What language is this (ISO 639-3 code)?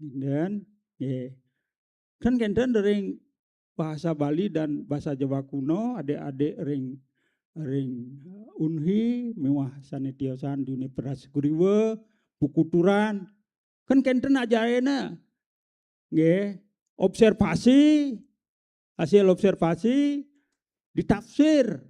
ban